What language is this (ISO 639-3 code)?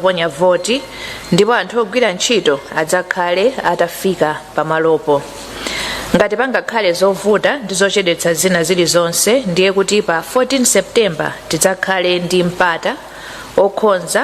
nya